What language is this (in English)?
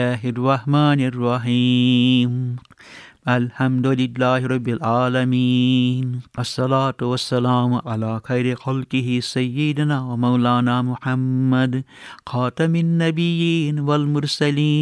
Kashmiri